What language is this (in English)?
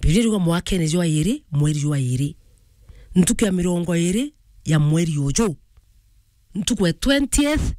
Meru